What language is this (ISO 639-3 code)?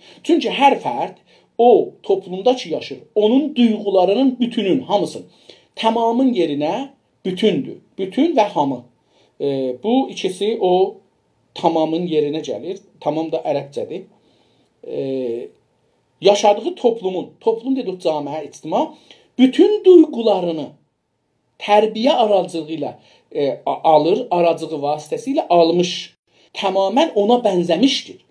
azb